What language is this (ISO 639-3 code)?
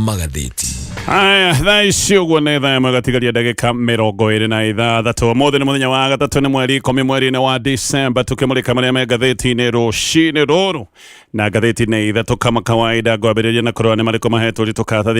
kik